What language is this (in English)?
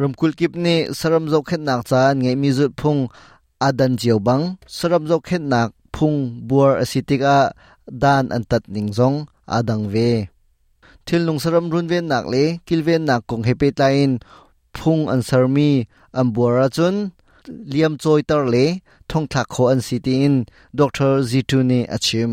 Hakha Chin